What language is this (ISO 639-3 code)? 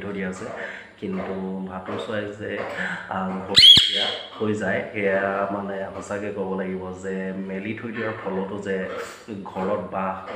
asm